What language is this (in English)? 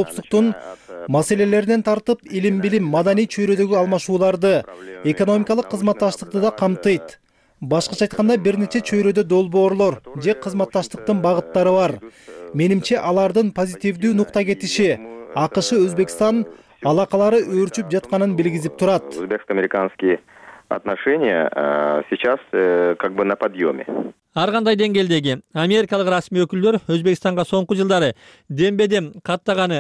Kyrgyz